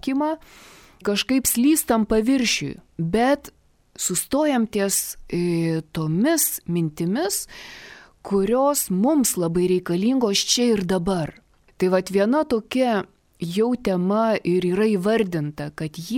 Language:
Lithuanian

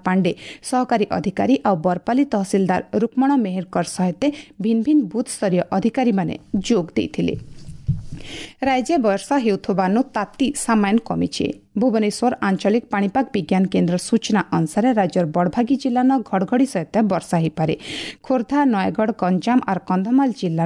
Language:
Odia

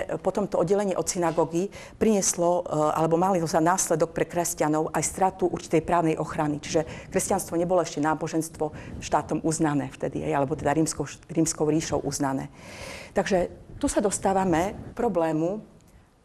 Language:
Slovak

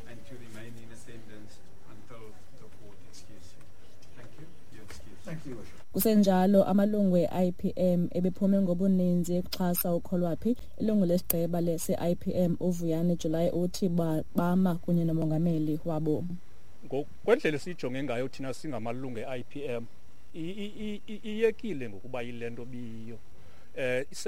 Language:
Xhosa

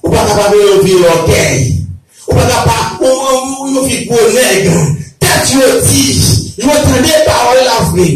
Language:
Haitian Creole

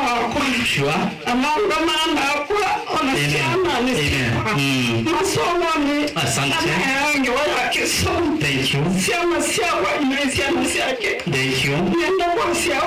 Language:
Kamba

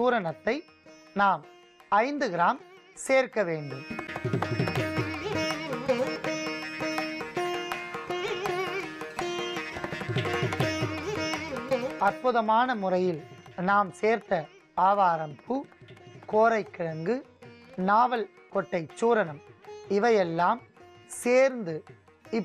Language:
Tamil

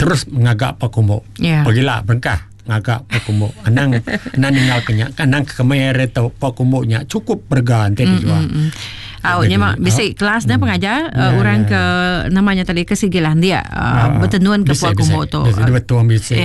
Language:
Iban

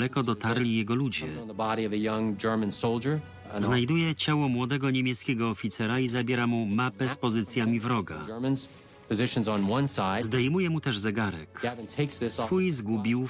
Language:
Polish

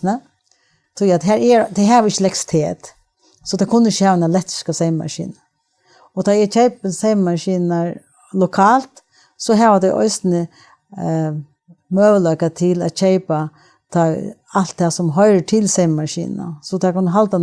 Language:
Faroese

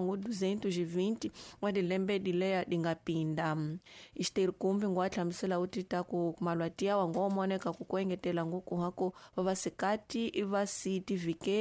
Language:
Tsonga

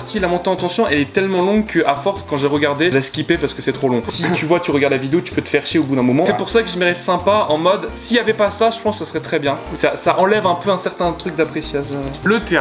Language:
French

